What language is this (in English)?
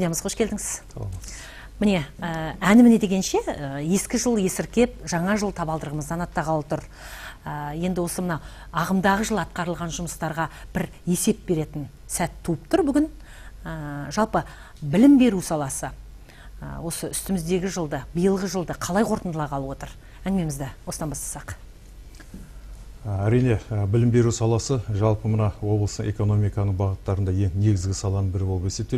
Kazakh